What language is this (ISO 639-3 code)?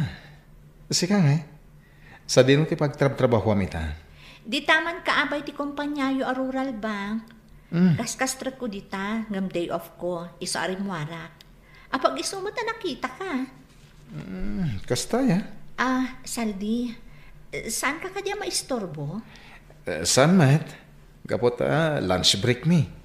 ilo